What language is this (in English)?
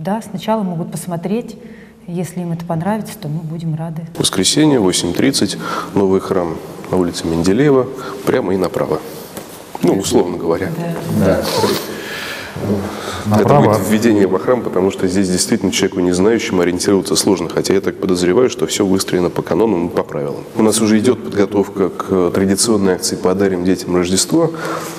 Russian